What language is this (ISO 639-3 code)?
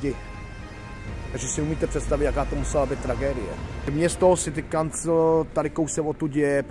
ces